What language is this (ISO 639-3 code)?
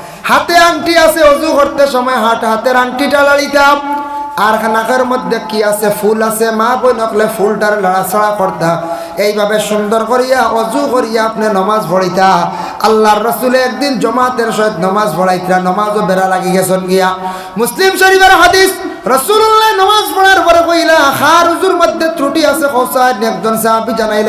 syl